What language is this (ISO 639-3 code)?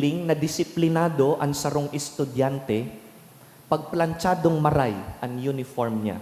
bik